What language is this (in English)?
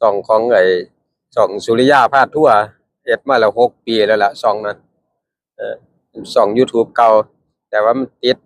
Northeastern Thai